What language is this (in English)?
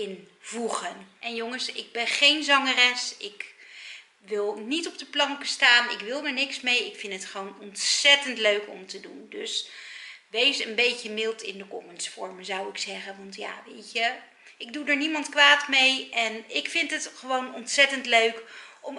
Dutch